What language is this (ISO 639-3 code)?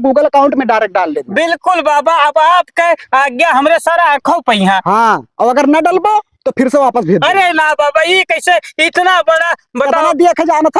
awa